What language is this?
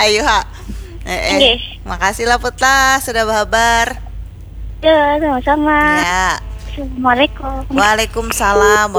Banjar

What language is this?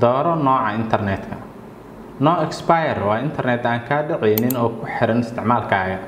Somali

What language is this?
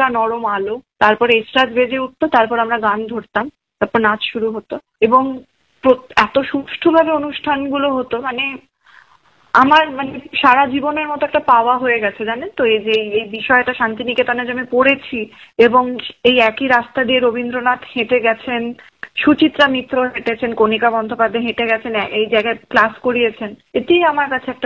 Bangla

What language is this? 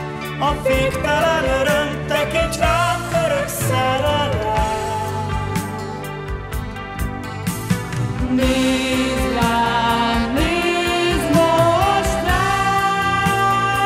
Hungarian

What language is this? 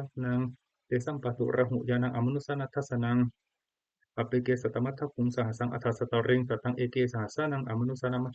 Pali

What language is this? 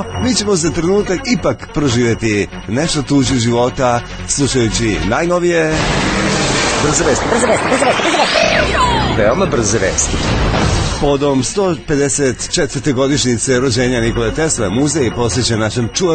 Serbian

